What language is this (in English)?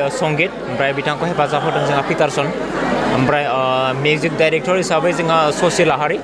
Bodo